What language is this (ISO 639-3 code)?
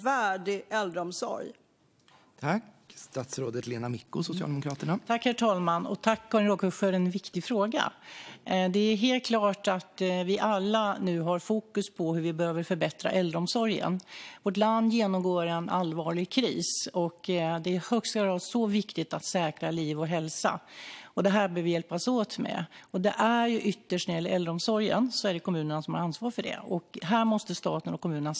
swe